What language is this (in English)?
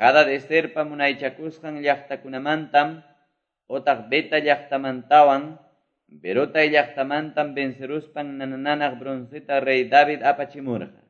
Quechua